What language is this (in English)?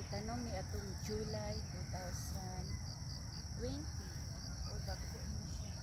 Cebuano